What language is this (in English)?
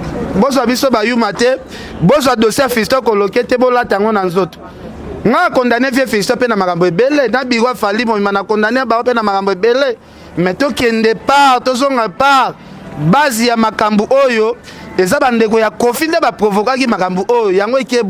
Lingala